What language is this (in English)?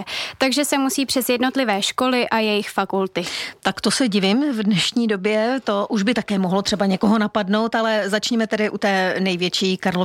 Czech